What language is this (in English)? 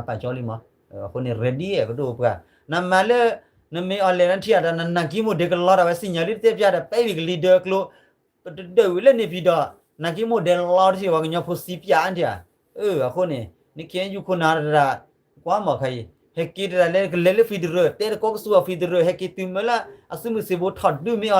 S'gaw Karen